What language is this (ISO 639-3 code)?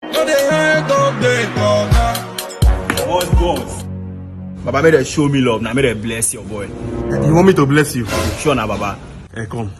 pcm